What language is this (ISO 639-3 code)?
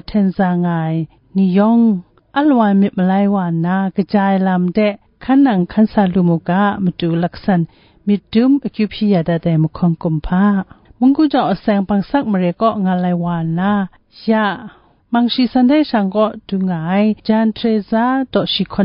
kac